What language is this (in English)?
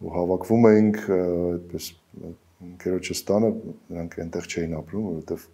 Armenian